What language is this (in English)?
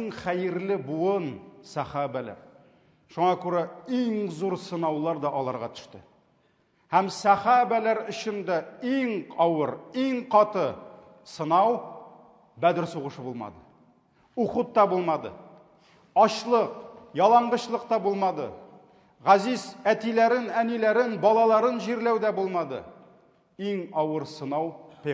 Tatar